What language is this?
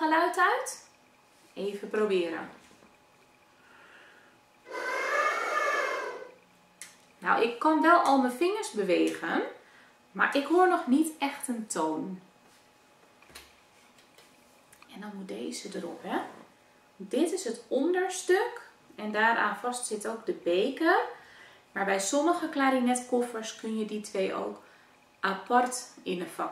Dutch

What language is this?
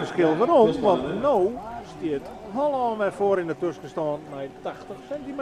Western Frisian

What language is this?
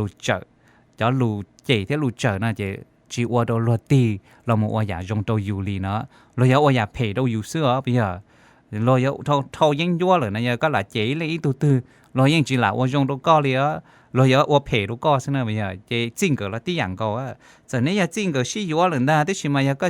Hmong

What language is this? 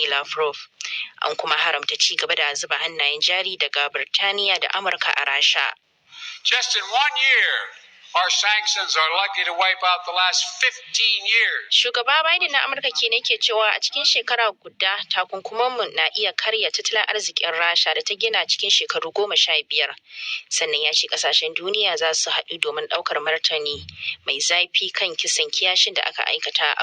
Hausa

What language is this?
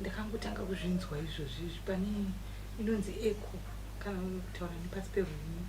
Shona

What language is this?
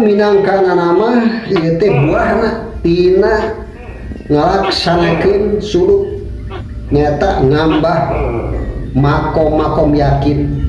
Sundanese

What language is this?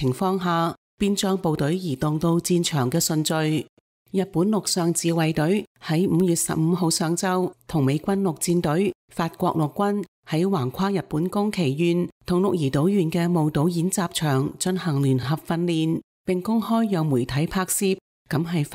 Cantonese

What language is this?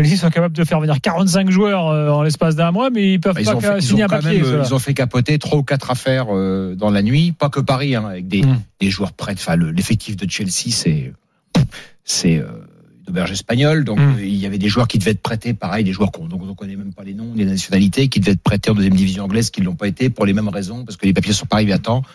French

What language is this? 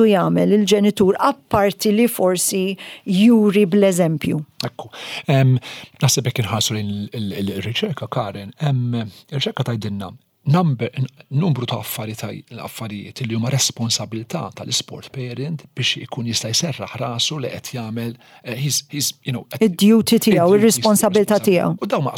Maltese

